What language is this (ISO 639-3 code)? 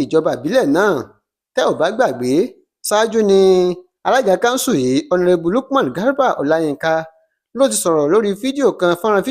yor